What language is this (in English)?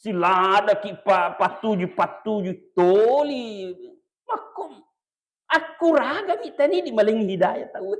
Buginese